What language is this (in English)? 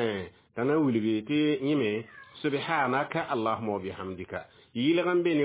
Mossi